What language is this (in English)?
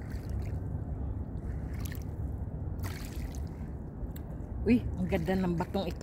Filipino